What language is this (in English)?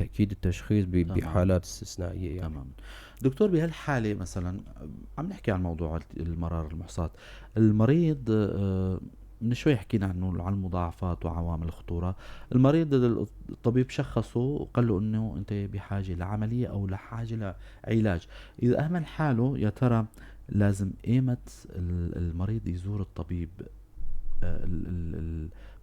North Levantine Arabic